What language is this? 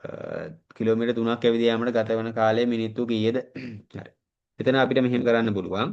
Sinhala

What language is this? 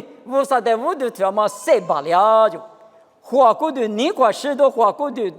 Lisu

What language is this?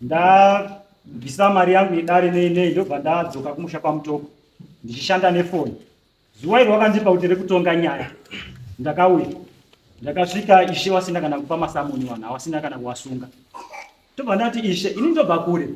Shona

